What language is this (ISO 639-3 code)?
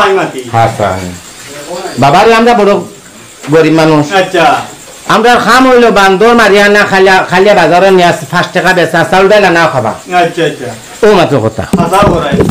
syl